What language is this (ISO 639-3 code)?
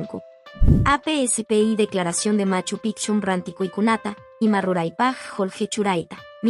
que